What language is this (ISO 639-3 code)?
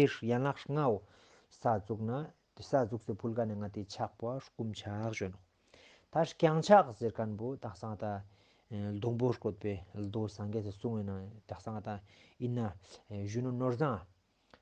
lbj